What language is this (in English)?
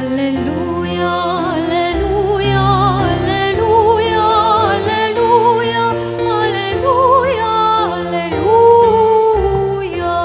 Pampanga